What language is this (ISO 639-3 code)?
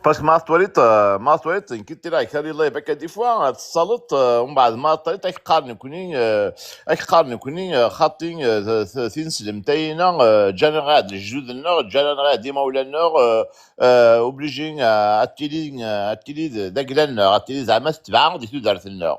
kab